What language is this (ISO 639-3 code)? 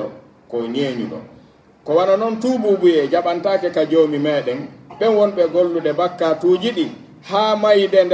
fuf